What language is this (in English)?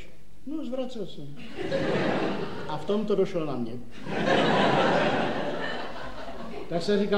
Czech